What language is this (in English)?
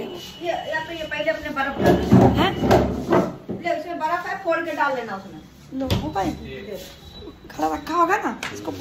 Hindi